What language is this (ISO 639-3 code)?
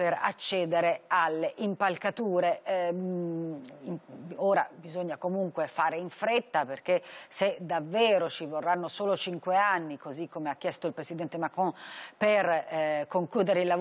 ita